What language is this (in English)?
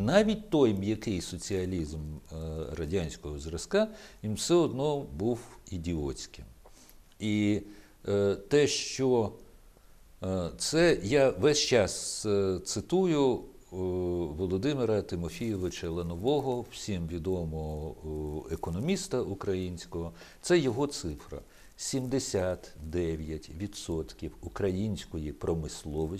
Ukrainian